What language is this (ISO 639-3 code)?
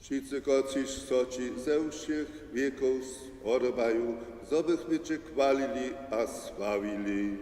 hsb